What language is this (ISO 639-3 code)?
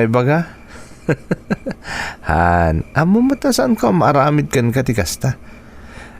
ilo